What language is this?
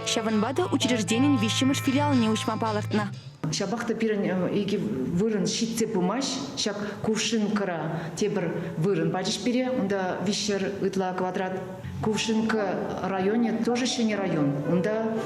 Chuvash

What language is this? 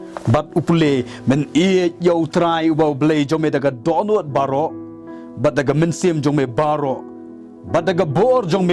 Khasi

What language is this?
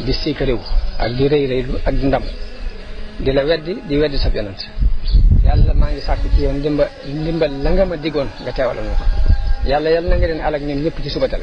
Wolof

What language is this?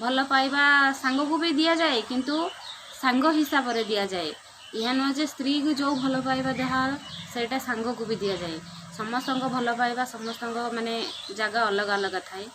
Odia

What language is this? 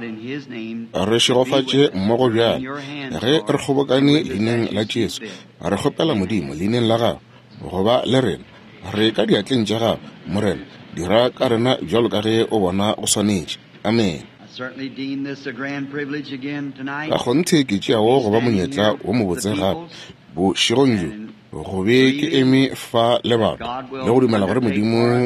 Northern Sotho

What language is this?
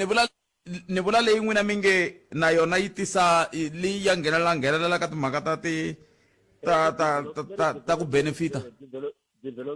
Tsonga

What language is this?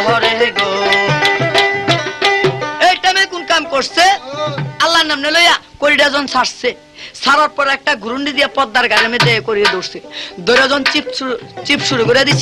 Bangla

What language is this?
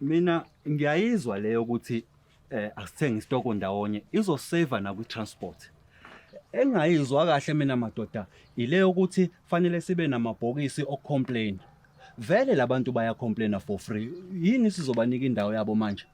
Zulu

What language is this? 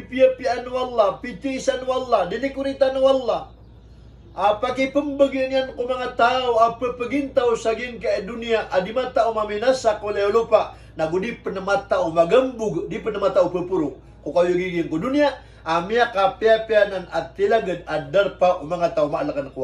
Maranao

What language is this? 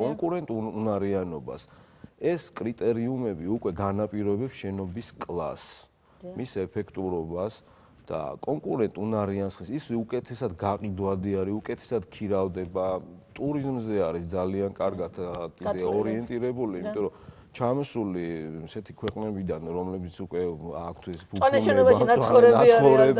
Georgian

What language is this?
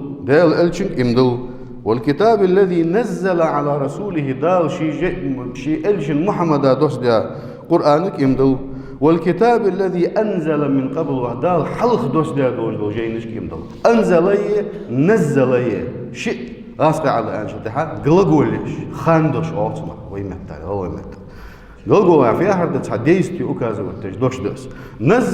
Ingush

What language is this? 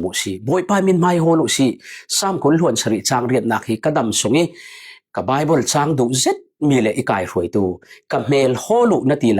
Falam Chin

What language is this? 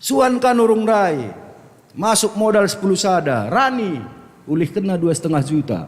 Batak Karo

